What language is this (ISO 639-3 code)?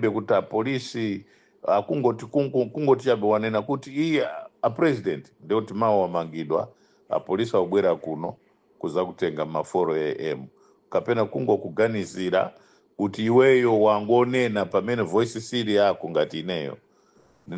nya